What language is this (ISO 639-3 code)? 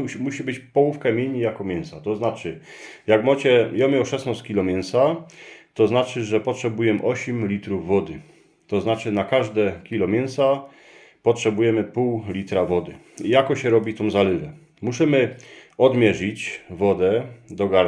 szl